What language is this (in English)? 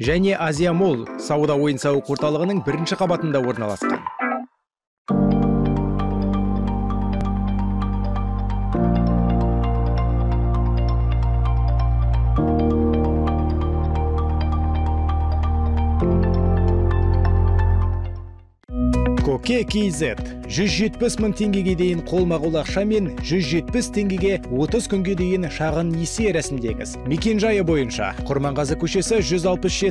Kazakh